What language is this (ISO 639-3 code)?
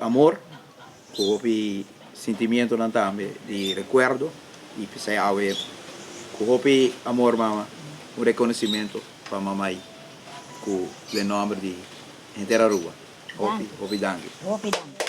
pap